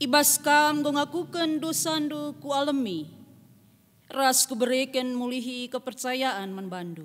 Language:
Batak Karo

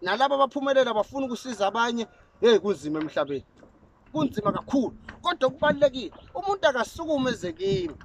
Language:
Zulu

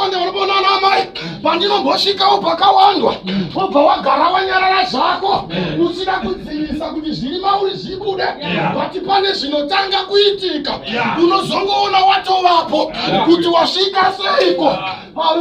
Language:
Shona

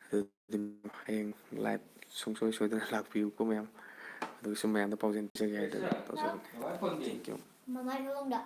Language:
Manipuri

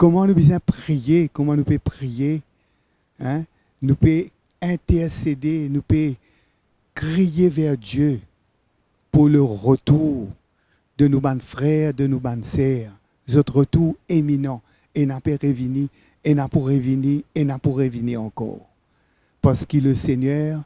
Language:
Morisyen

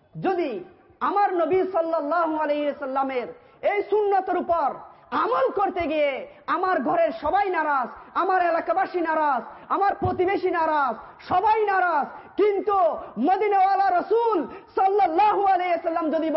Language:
Bangla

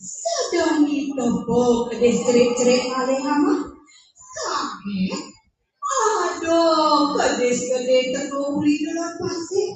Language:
Balinese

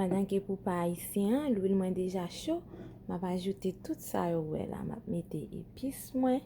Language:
Haitian Creole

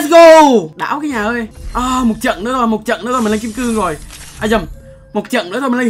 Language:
Vietnamese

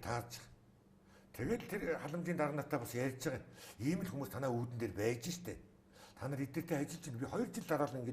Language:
Mongolian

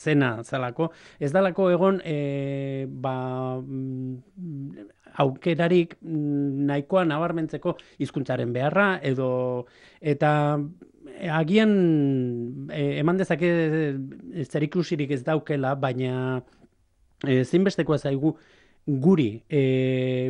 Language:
Basque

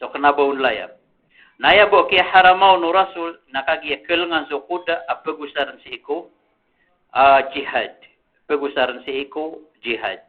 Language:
Maranao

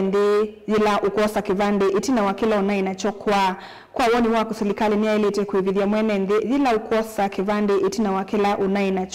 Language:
Kamba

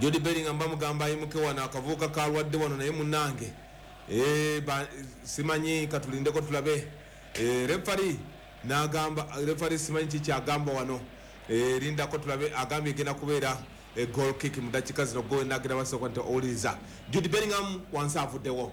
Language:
Ganda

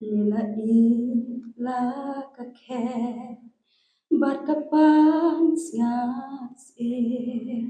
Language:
Khasi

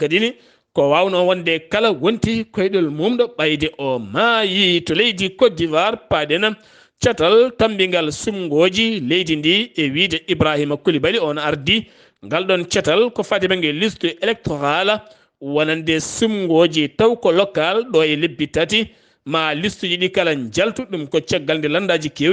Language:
Fula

